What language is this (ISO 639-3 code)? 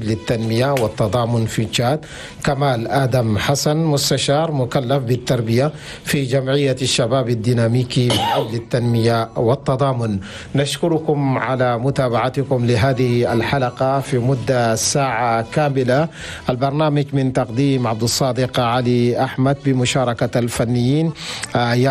shu